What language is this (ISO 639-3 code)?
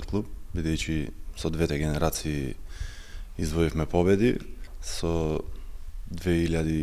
mkd